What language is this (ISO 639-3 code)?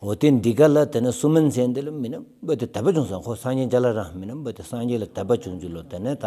sbu